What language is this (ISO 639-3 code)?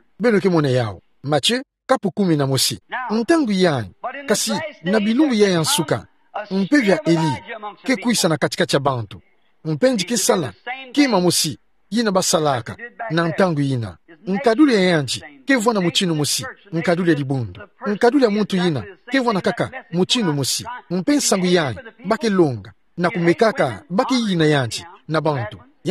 ktu